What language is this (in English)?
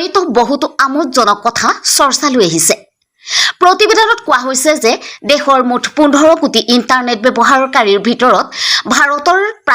Assamese